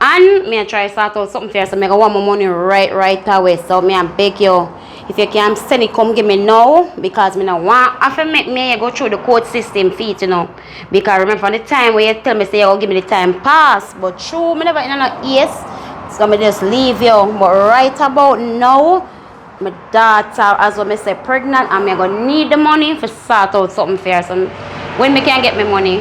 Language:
Jamaican Creole English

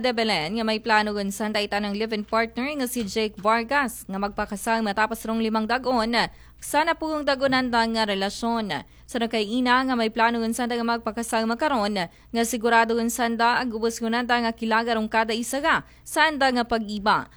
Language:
Aklanon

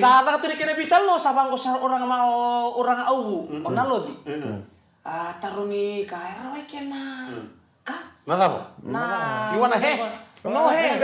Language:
Fijian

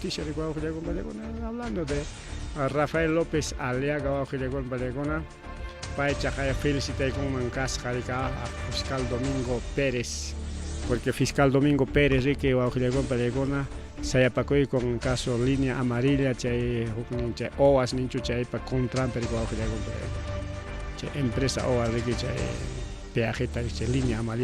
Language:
Ayacucho Quechua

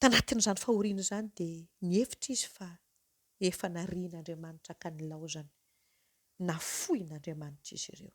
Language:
Malagasy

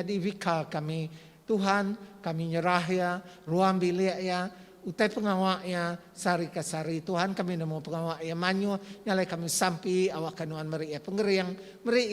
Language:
Iban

